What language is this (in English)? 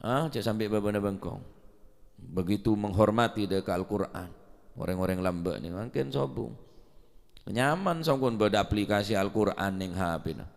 Madurese